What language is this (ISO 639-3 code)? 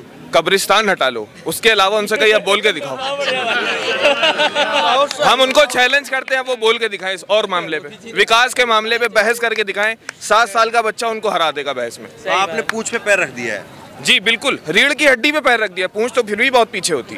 hin